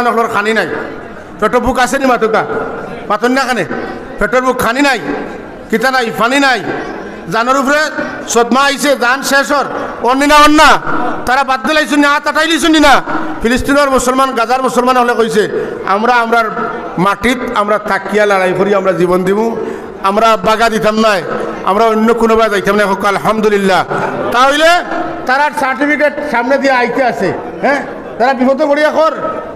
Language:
Sylheti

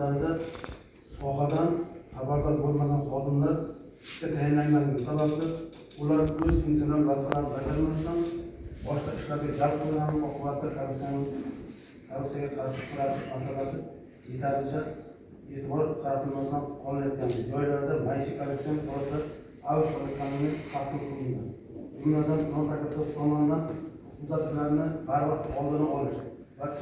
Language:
Uzbek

